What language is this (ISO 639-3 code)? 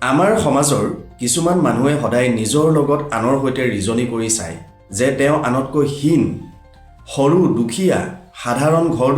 asm